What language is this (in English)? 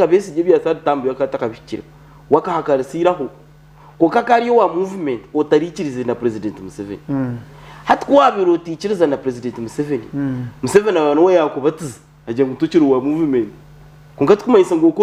Nyankole